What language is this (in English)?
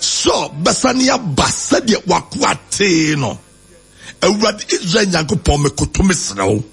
Akan